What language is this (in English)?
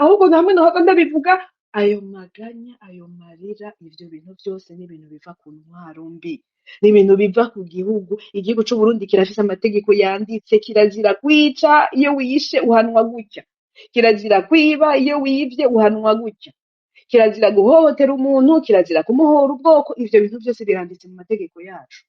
Rundi